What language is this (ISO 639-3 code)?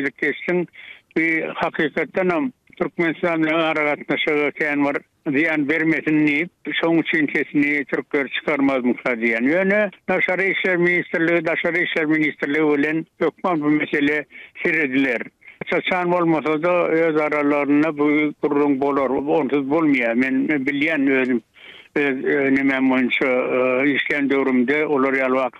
tuk